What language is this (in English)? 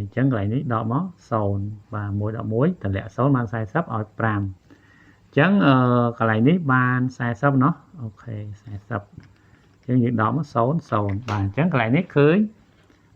Khmer